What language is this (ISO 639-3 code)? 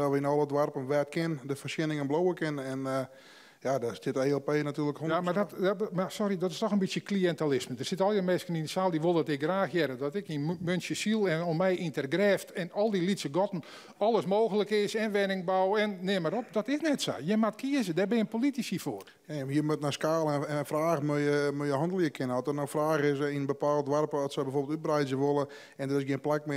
fry